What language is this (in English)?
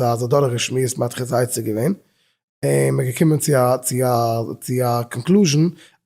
Yiddish